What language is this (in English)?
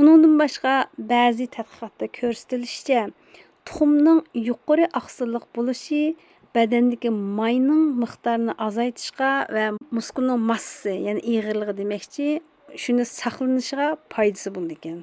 Uyghur